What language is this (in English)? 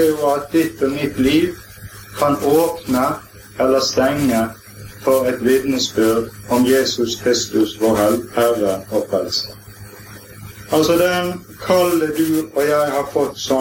Norwegian